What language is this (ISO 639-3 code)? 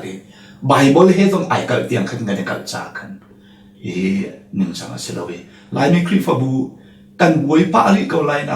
cnh